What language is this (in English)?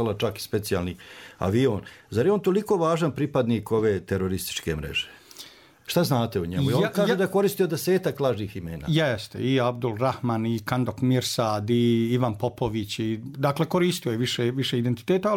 Bosnian